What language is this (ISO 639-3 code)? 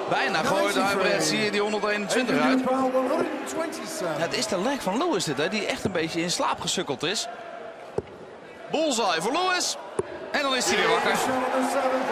nld